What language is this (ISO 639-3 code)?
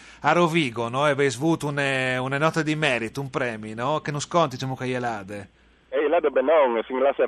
fur